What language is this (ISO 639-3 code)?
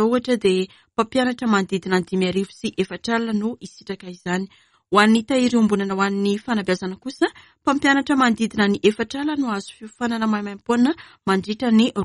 mlg